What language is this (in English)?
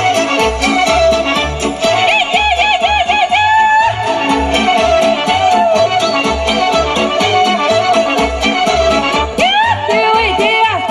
Romanian